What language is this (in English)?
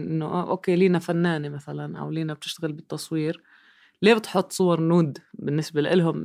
North Levantine Arabic